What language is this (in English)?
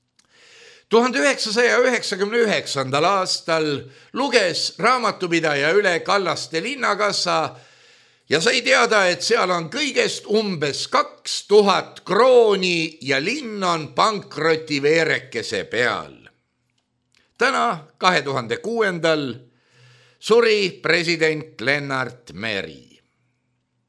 Estonian